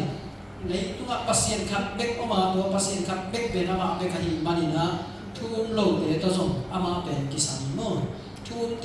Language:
Tedim Chin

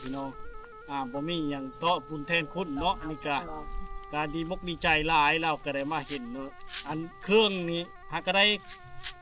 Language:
Lao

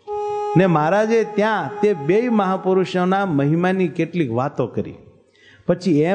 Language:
Gujarati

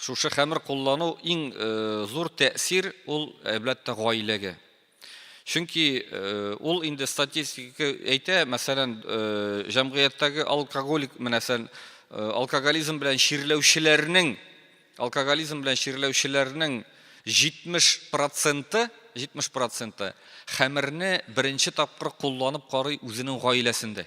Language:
Tatar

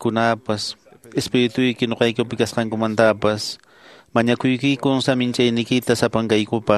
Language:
Quechua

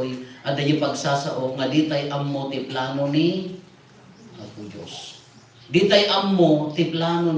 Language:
Iloko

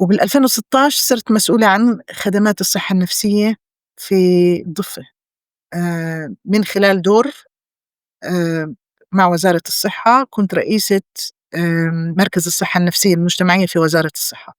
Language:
North Levantine Arabic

